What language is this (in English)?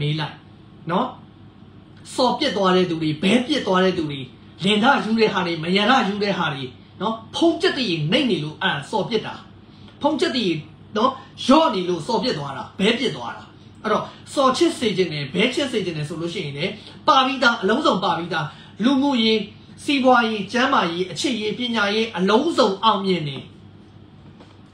Burmese